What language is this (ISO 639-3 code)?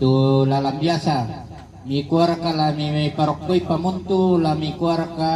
sda